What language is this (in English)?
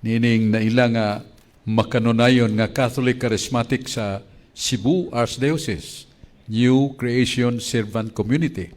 Cebuano